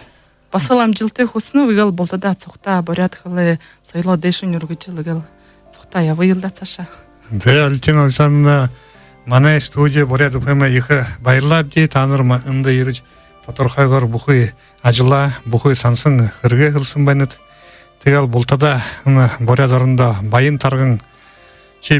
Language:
Buriat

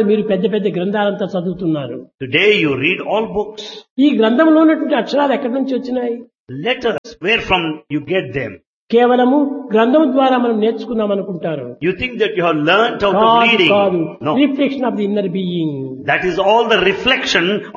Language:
Telugu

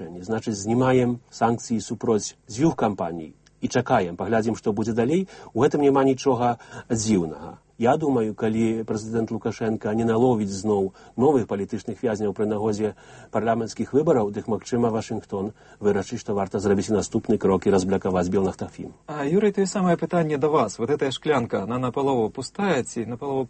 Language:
Belarusian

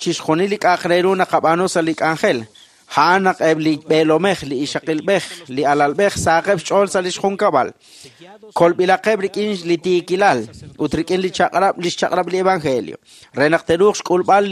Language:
Kekchí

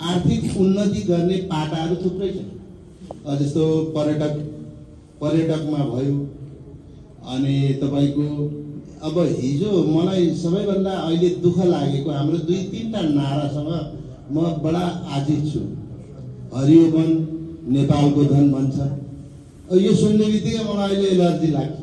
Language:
Nepali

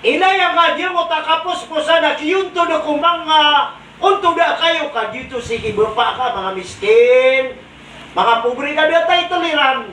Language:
Maranao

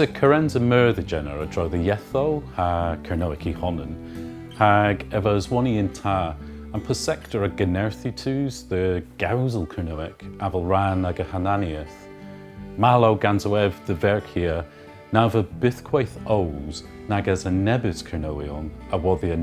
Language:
Cornish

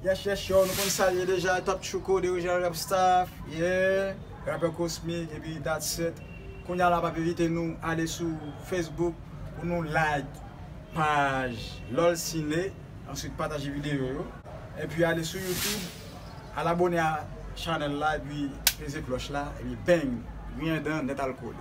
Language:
Haitian Creole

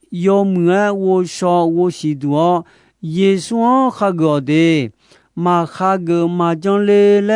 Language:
Akha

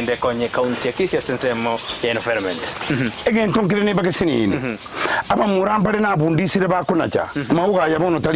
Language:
Gusii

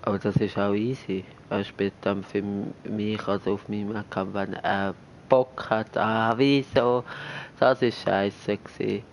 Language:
Swiss German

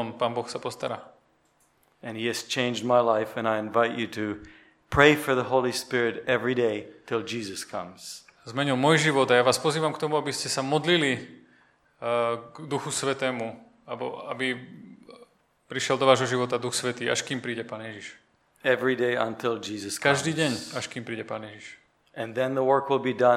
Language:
Slovak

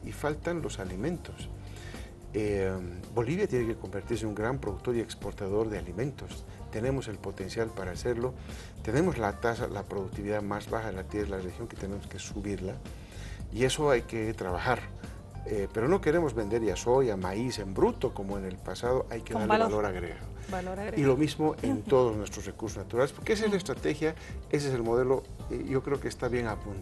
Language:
Spanish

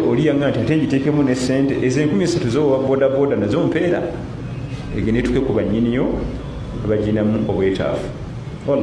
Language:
Ganda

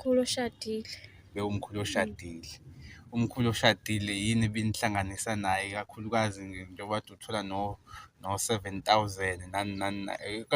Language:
Zulu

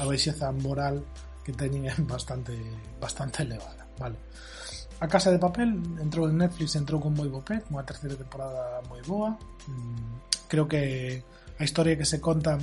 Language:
Galician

